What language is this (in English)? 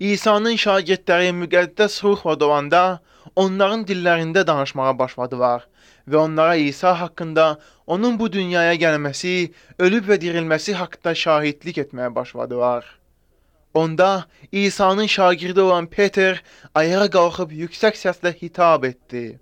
Azerbaijani